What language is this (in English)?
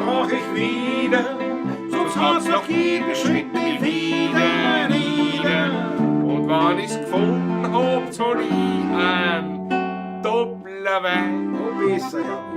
Bavarian